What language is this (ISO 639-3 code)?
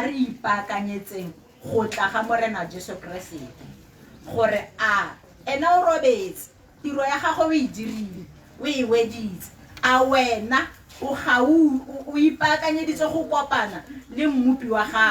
tsn